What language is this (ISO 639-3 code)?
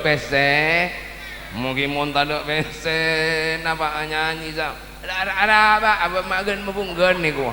mad